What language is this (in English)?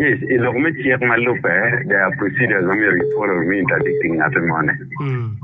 Acoli